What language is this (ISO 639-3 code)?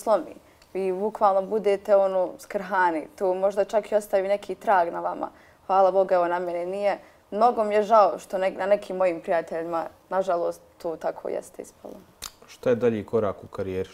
bos